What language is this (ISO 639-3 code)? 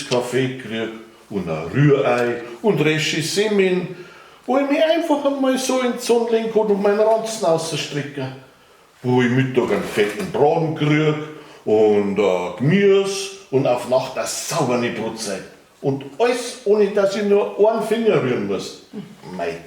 bar